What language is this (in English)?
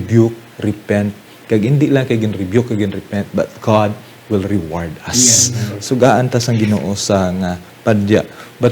Hiligaynon